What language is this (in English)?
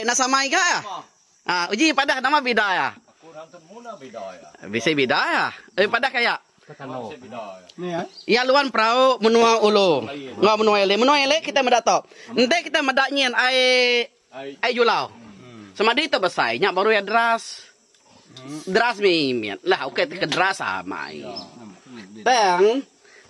Iban